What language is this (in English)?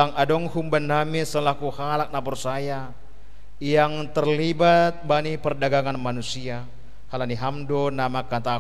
Batak Simalungun